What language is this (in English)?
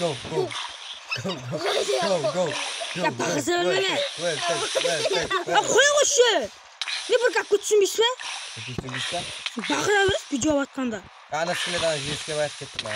Kara-Kalpak